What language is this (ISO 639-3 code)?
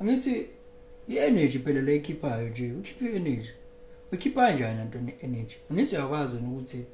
zul